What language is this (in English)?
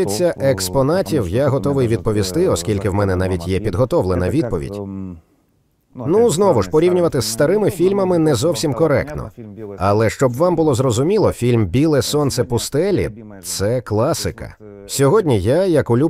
Ukrainian